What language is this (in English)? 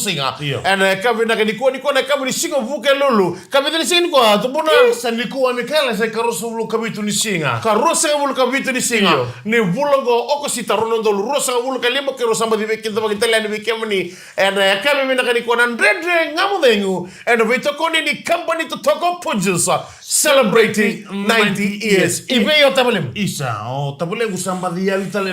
Fijian